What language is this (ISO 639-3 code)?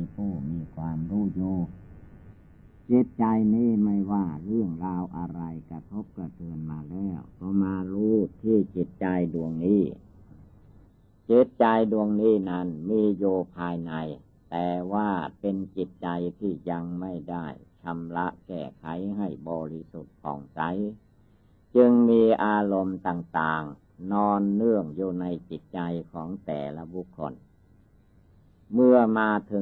tha